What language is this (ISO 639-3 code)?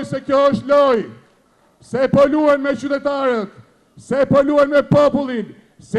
sqi